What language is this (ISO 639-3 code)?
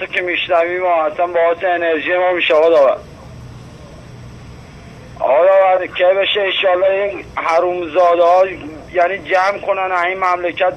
fas